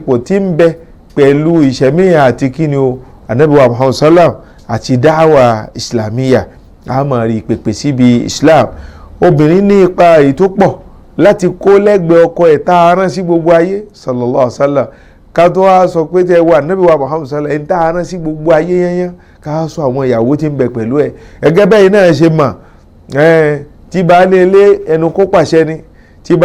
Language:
Yoruba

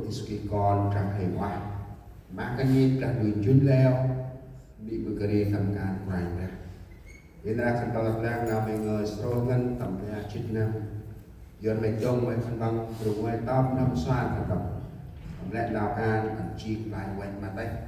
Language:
Central Mnong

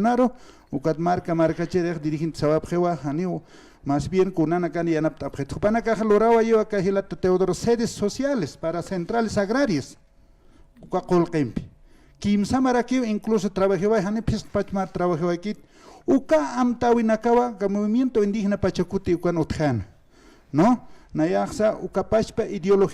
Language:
Aymara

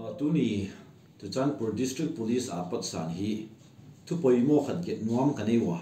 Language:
Paite Chin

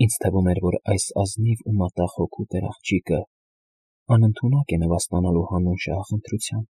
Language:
Armenian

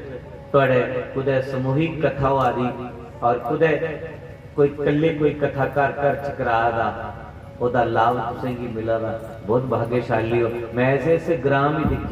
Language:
Dogri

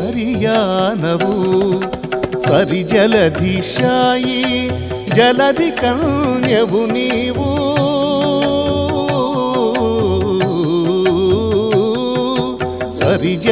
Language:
Telugu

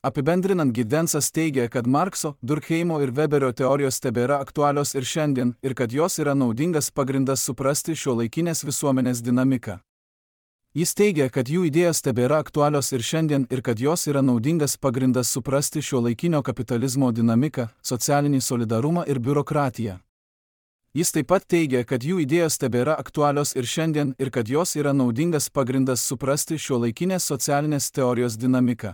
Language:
Lithuanian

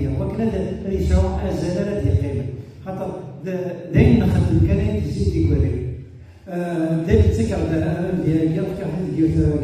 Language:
Kabyle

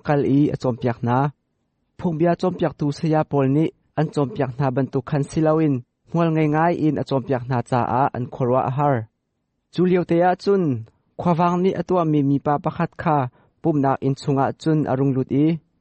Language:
Hakha Chin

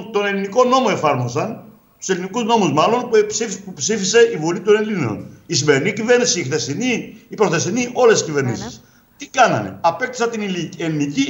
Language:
Greek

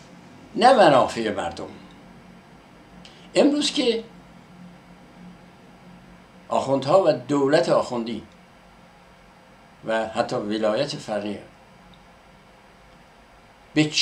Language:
Persian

